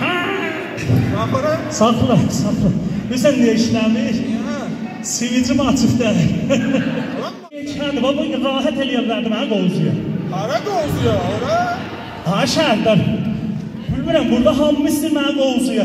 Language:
South Azerbaijani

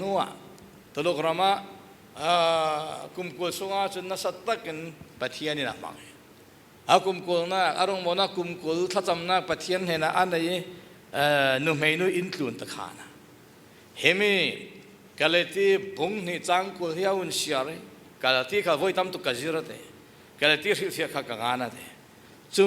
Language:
Falam Chin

